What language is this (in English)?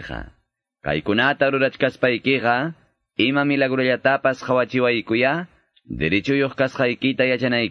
Quechua